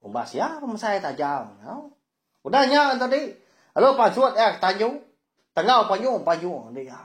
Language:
Iban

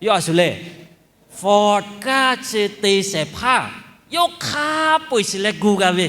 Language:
Lahu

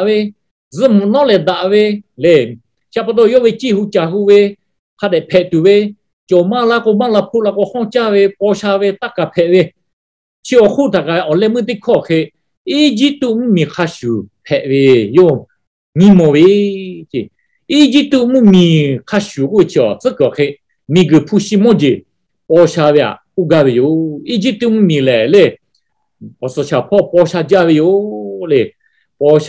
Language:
Lahu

